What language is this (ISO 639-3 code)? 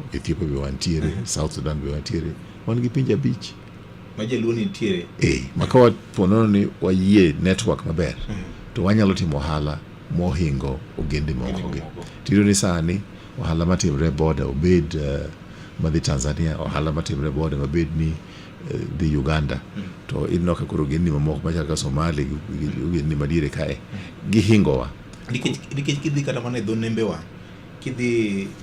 luo